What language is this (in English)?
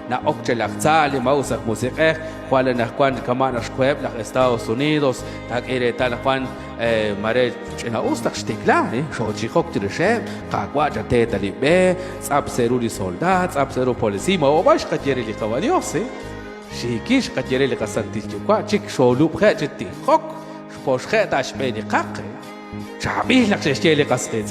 Kekchí